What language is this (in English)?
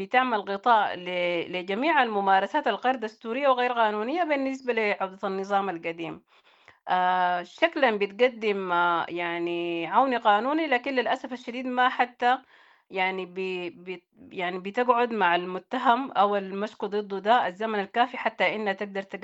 Sudanese Arabic